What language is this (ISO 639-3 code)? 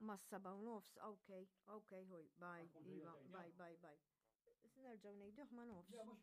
mlt